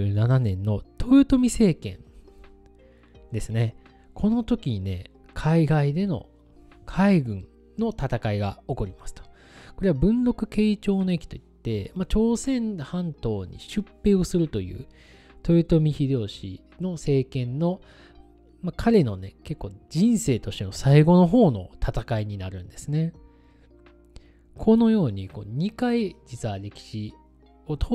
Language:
Japanese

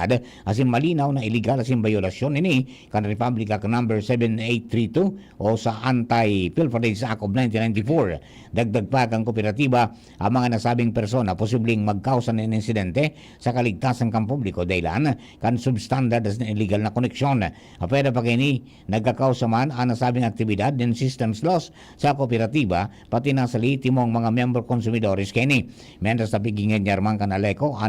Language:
Bikol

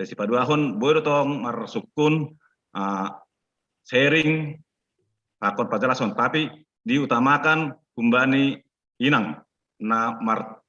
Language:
Batak Simalungun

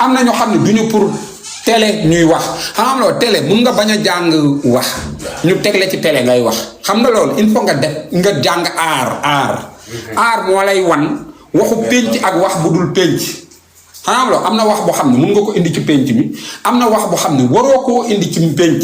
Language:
Wolof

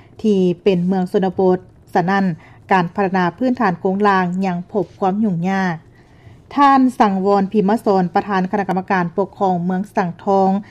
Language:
Lao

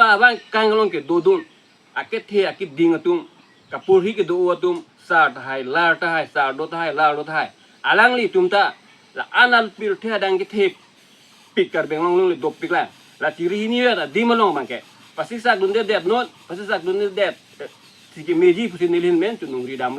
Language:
Karbi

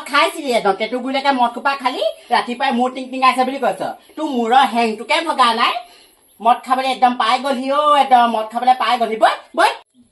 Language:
Assamese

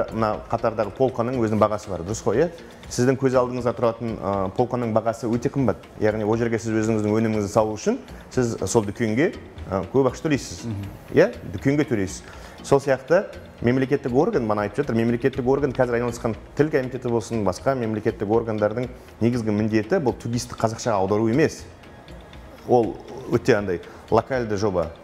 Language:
Kazakh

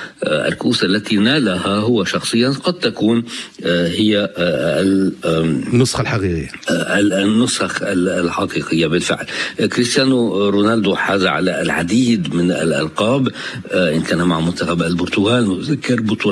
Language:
Arabic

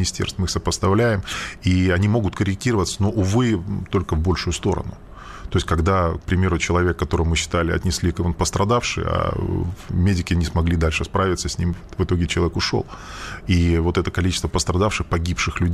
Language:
Russian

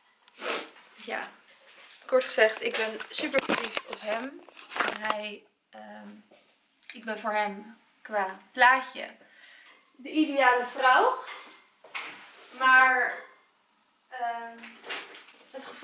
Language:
Dutch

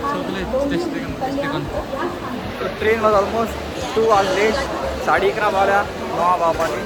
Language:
Konkani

